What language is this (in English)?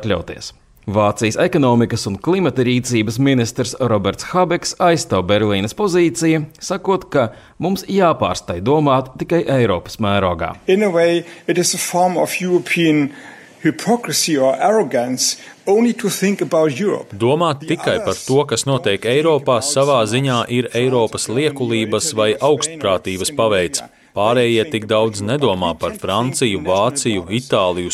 Latvian